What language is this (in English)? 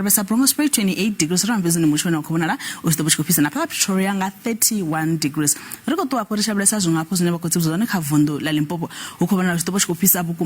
Venda